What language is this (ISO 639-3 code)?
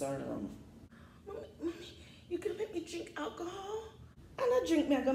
jam